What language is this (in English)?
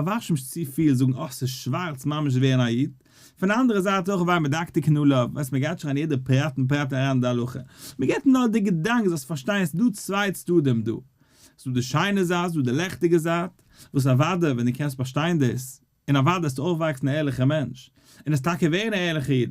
Yiddish